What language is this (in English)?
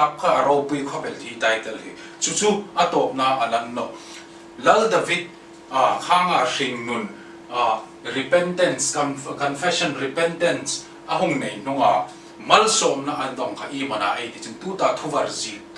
Hmar